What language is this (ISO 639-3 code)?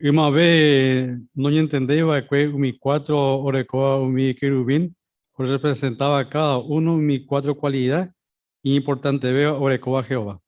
grn